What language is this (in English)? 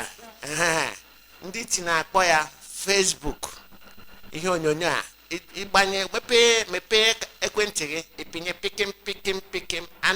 Igbo